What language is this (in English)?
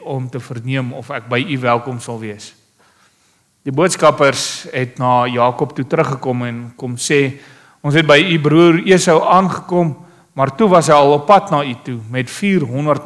Afrikaans